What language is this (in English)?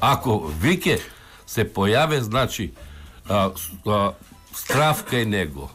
Macedonian